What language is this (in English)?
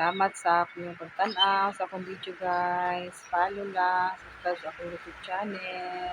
Cebuano